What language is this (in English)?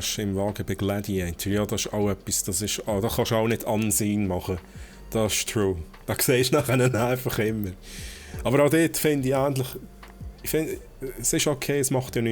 Swiss German